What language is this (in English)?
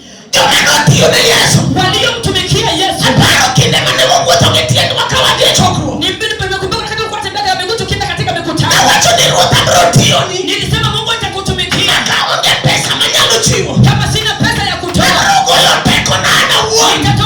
Luo (Kenya and Tanzania)